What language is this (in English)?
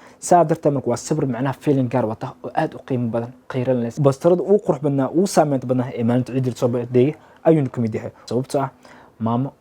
Somali